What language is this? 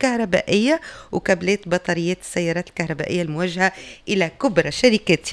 Tunisian Arabic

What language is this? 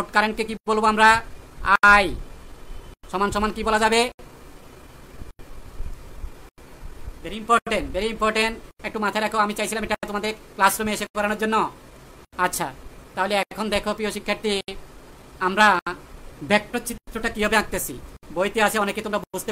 Bangla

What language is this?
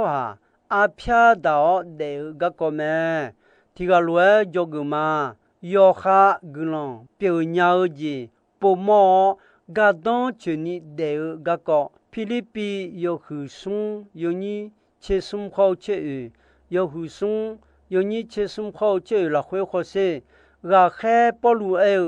Akha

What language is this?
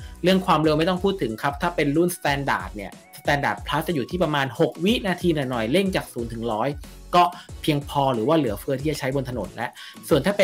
Thai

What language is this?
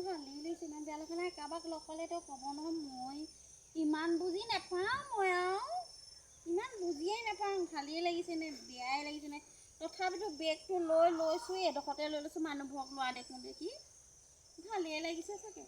Assamese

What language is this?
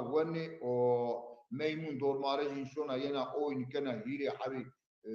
Zaza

